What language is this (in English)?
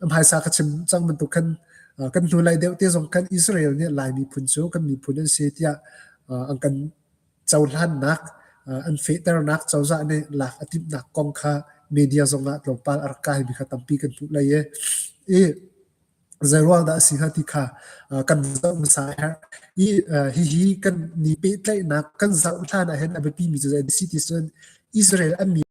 Hakha Chin